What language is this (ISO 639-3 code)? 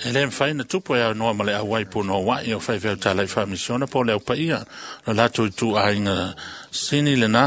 smo